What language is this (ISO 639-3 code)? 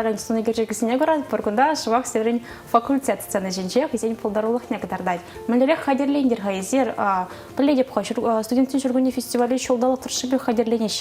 chv